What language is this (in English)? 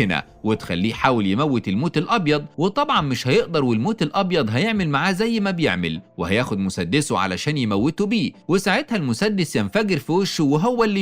Egyptian Arabic